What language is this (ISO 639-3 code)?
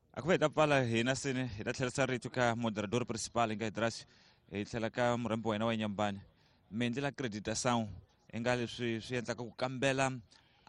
tso